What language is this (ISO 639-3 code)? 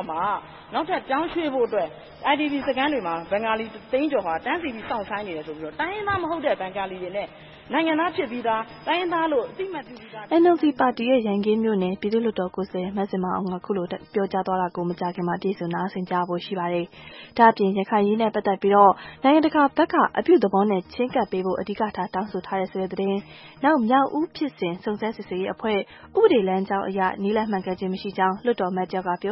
mya